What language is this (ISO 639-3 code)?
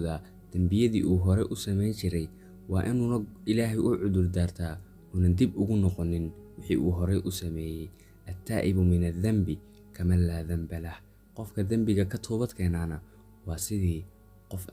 som